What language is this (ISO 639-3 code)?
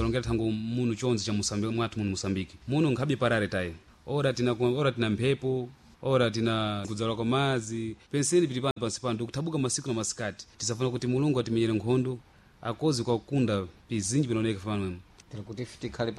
seh